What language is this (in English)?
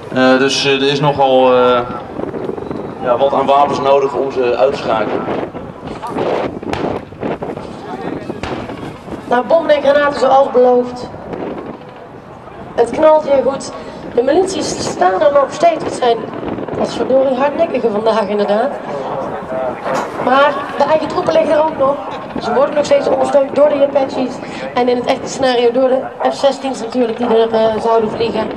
Dutch